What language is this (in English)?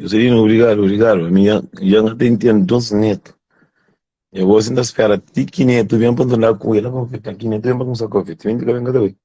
Kabuverdianu